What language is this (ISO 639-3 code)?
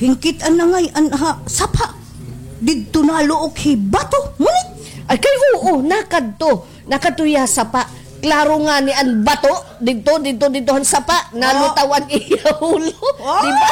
war